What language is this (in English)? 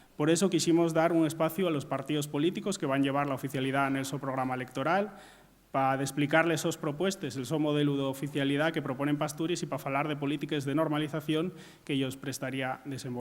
Asturian